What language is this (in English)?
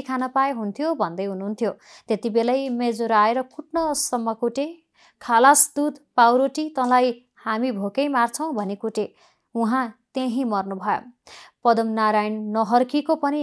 Nepali